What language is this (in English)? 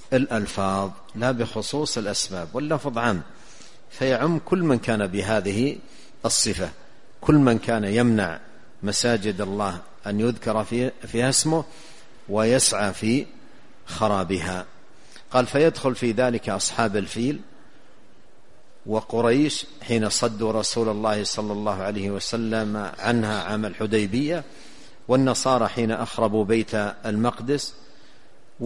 Arabic